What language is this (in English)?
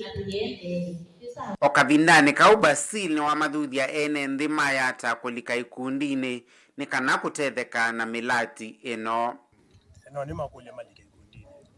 Kamba